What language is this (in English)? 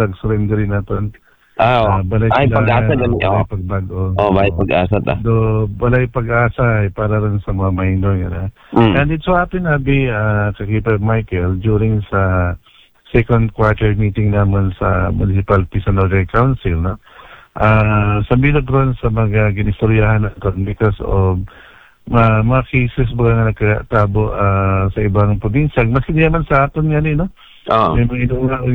Aklanon